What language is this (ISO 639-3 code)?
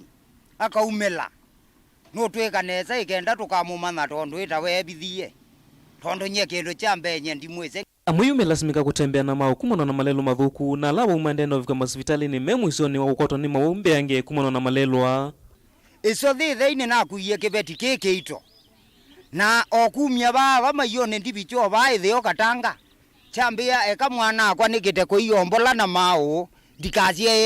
kam